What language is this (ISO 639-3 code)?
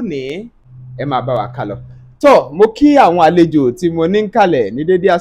yor